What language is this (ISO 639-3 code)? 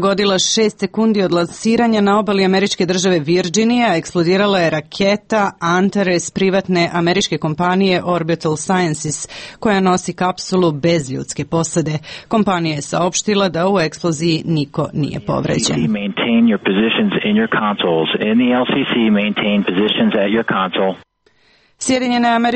srp